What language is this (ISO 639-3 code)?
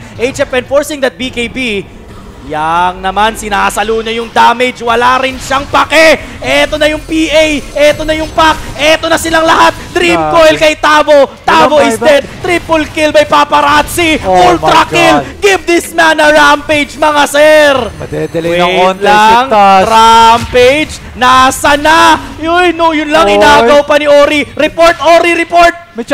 fil